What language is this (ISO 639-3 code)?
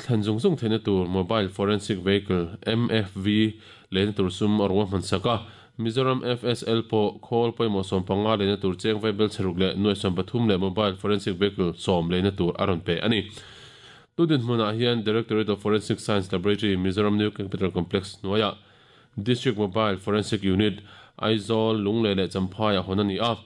lus